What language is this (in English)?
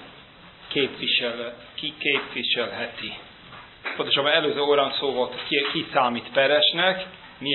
Hungarian